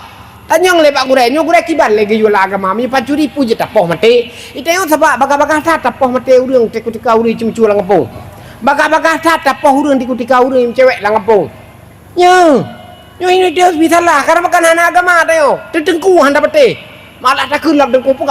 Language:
Achinese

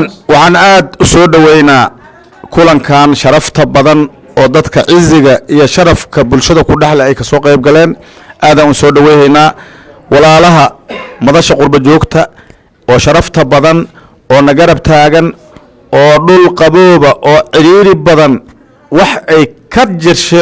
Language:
Somali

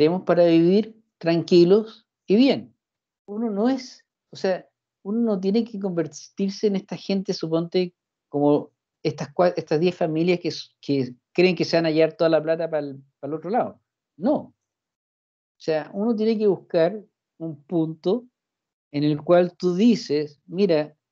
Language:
Spanish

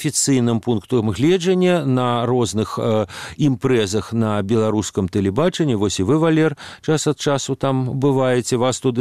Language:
Belarusian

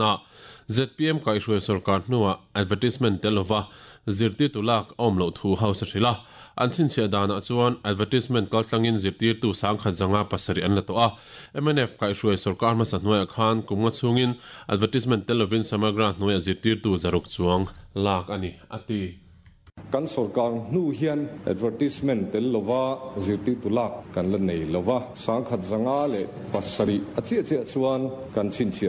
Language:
Mizo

